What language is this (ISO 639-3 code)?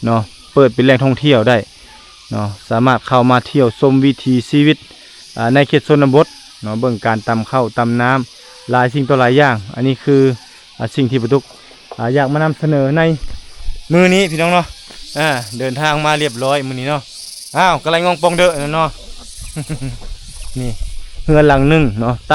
lao